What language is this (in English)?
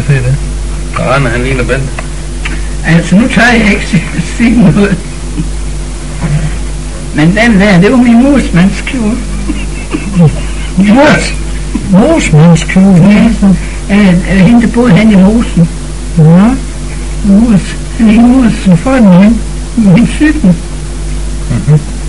Danish